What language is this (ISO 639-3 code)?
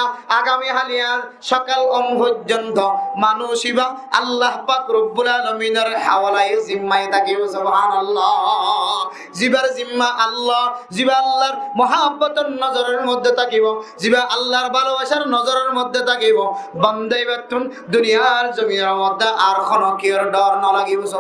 rhg